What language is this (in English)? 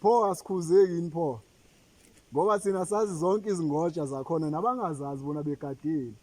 Zulu